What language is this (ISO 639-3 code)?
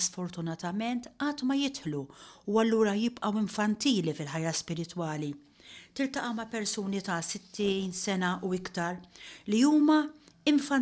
mlt